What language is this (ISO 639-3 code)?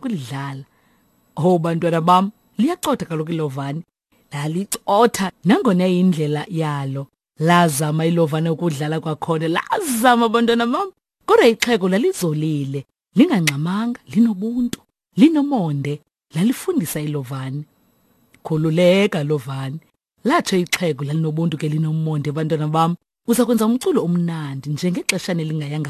xho